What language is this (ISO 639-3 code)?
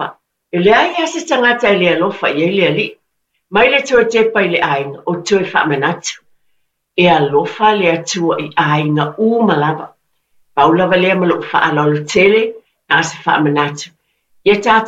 smo